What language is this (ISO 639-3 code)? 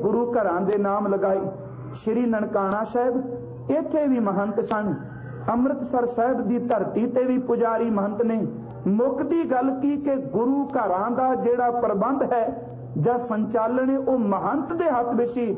pan